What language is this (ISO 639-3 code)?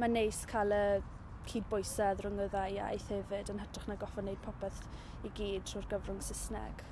cym